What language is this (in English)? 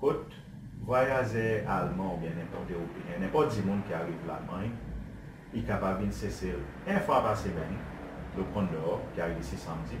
Seselwa Creole French